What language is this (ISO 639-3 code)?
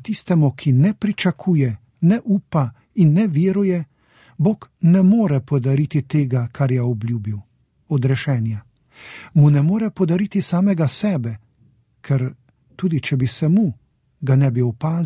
slv